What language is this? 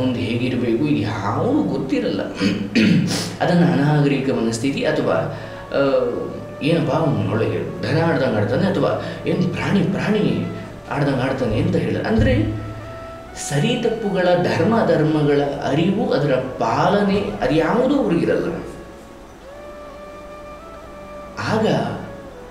Kannada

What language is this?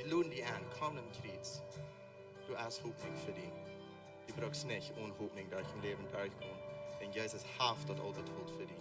Plautdietsch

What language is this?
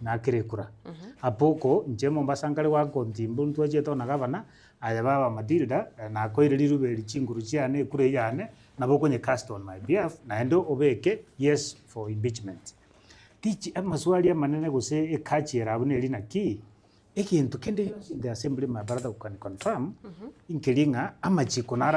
Gusii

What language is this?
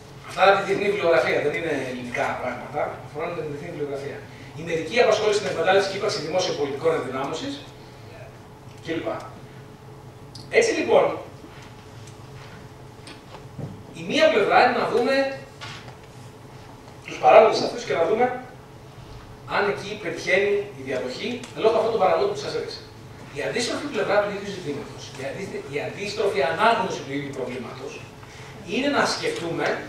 Greek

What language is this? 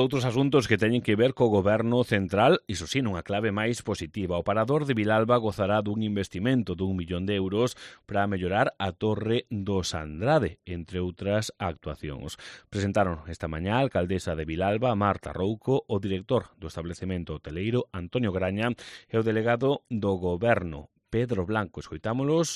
Galician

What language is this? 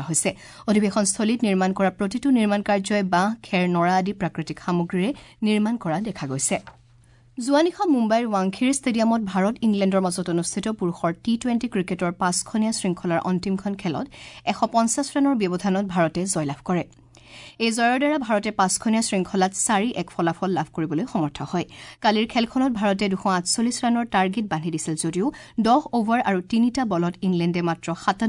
Assamese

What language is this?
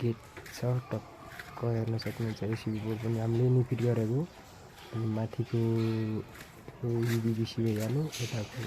Nepali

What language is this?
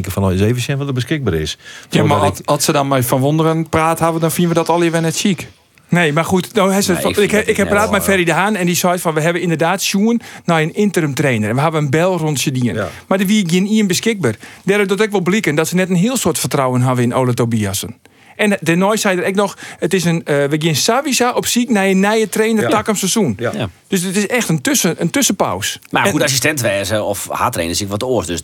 Western Frisian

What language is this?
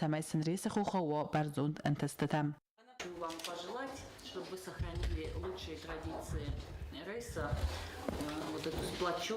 Ossetic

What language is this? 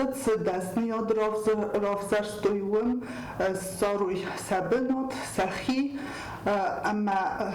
Ossetic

